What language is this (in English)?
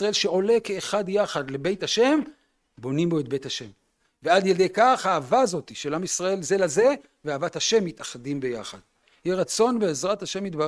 Hebrew